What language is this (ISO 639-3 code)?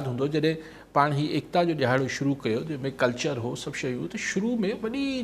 snd